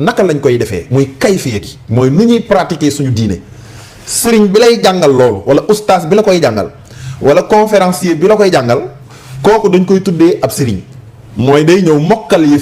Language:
Wolof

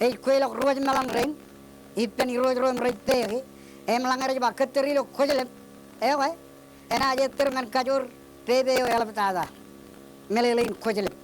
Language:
Marshallese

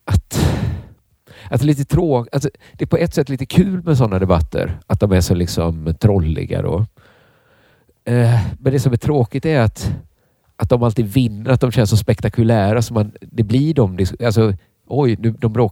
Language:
Swedish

